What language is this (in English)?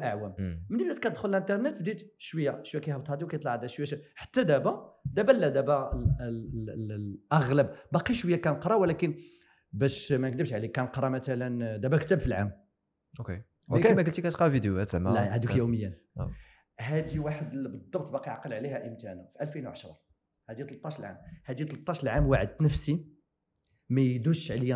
Moroccan Arabic